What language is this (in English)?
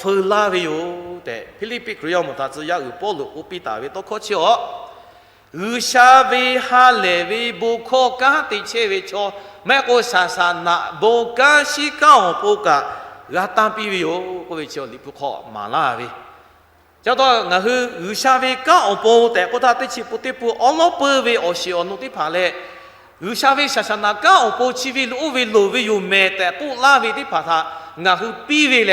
Lahu